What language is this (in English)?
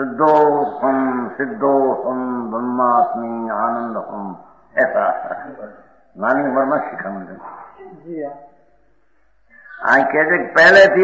Gujarati